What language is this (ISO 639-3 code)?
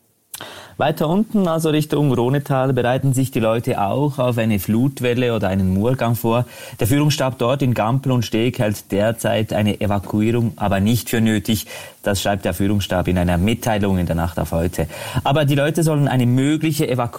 deu